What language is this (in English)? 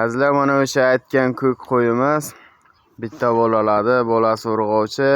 Uzbek